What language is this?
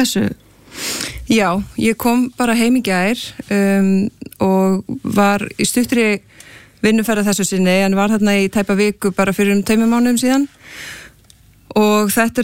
Icelandic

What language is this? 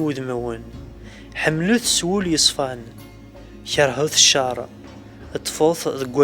Kabyle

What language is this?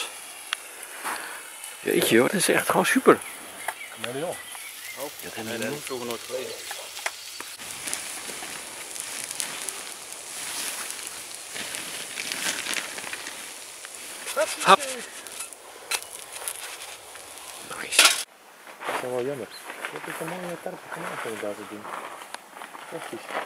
Dutch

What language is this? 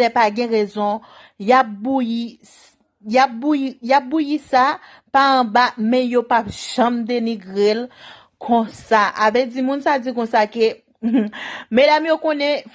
Haitian Creole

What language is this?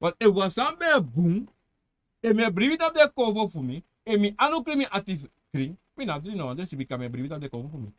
Sranan Tongo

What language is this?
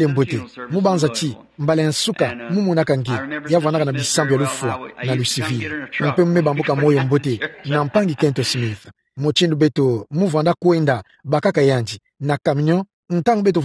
Kituba (Democratic Republic of Congo)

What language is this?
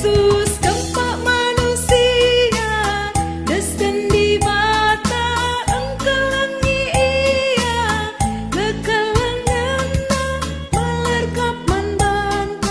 Batak Karo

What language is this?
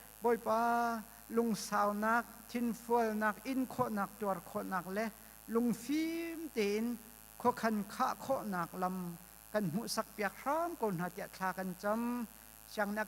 Hakha Chin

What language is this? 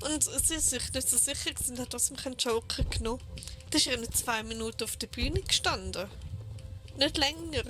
Swiss German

